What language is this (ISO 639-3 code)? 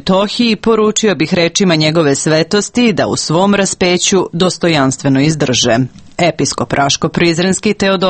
srp